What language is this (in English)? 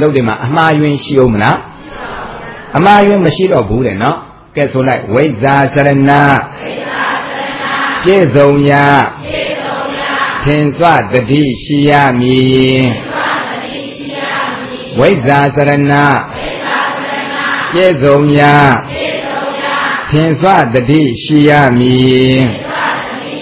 Burmese